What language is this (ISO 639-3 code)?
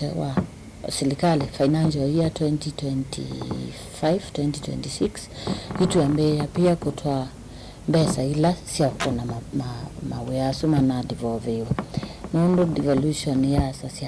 kam